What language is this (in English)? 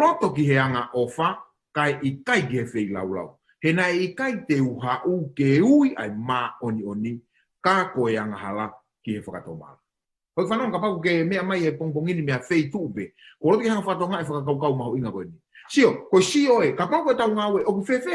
Tongan